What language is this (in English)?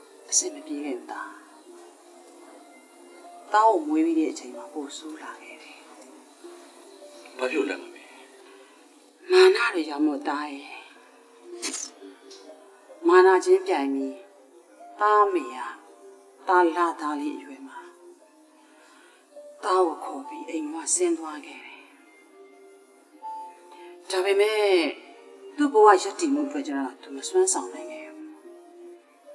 Burmese